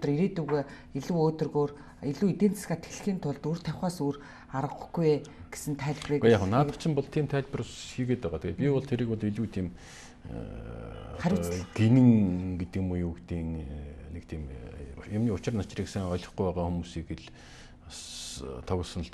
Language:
Mongolian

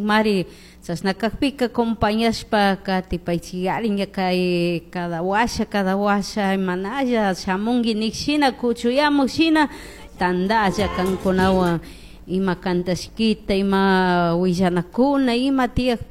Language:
Chimborazo Highland Quichua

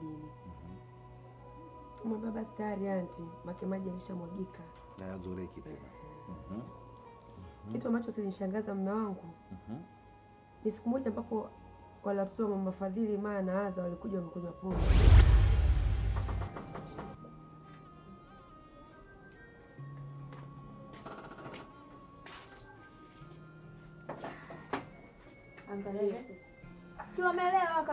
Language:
Swahili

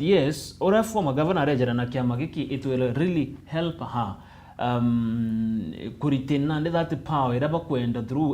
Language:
Meru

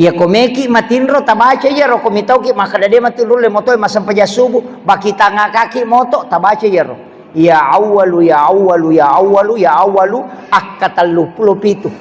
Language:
Buginese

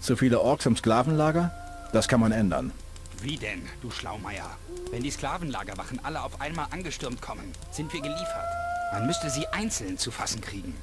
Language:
Bavarian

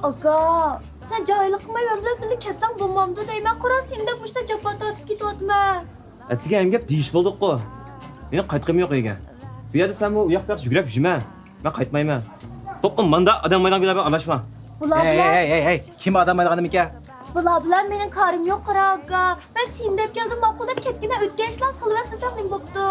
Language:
Uyghur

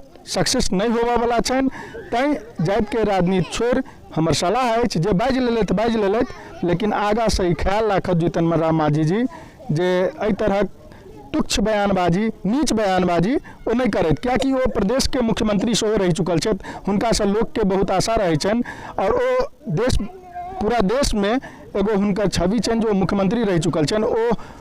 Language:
Maithili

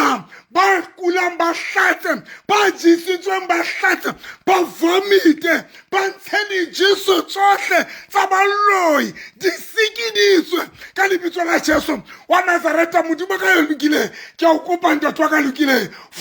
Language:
Southern Sotho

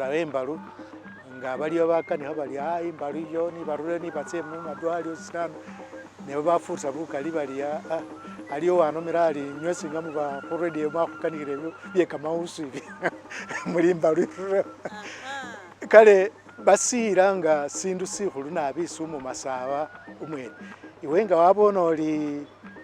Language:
Masaaba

